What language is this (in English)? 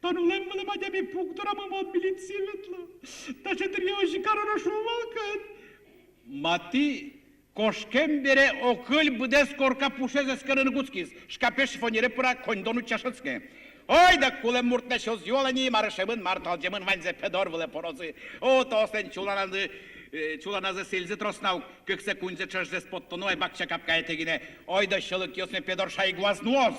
Udmurt